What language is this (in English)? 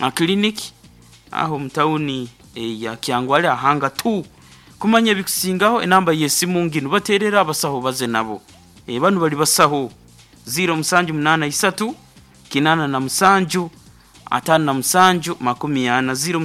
Nyankole